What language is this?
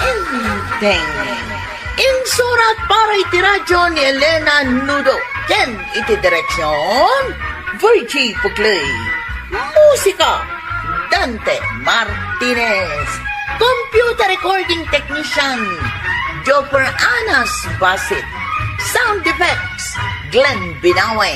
Iloko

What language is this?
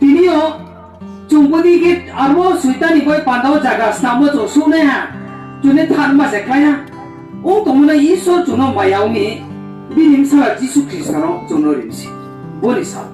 Riang (India)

